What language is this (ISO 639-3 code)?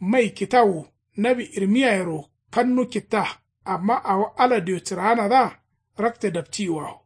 kau